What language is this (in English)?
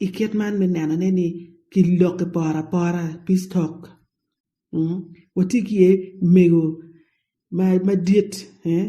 Acoli